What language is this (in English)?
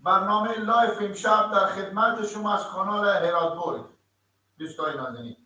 Persian